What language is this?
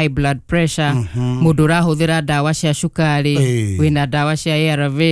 Kikuyu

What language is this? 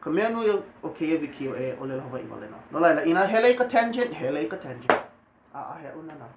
Hawaiian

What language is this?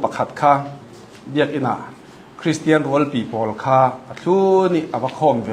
Hakha Chin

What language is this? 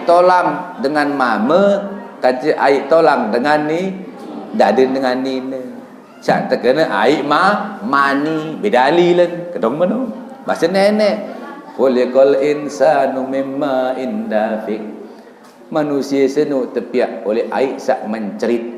Sasak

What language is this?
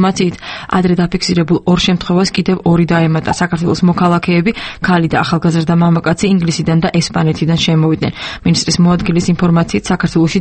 Georgian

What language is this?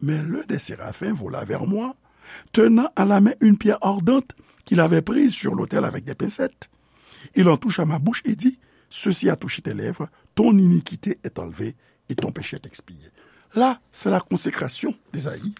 Haitian Creole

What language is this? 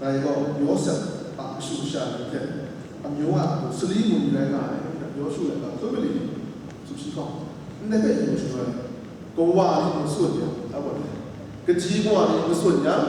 Kachin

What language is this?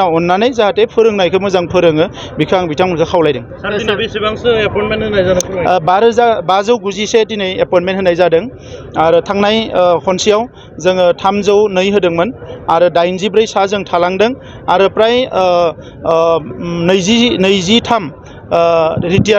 Bodo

